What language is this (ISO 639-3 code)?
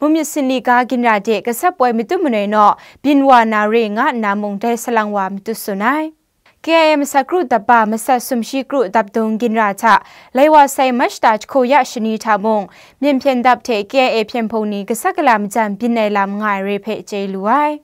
kac